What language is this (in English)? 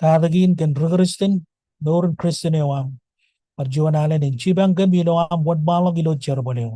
Marshallese